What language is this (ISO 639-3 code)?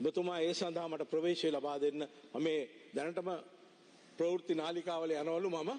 sin